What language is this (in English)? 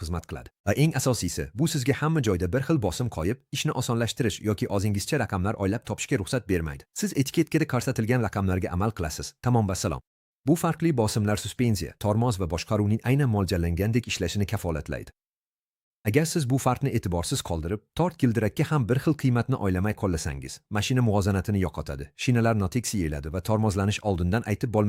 Uzbek